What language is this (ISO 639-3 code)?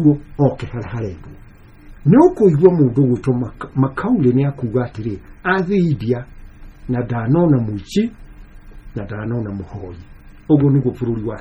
kik